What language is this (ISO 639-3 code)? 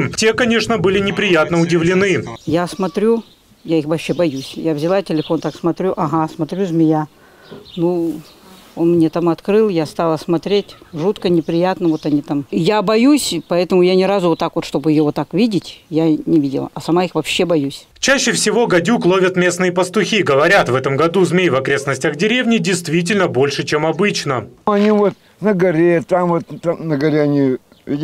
rus